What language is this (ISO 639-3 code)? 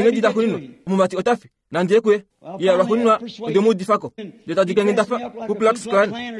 kua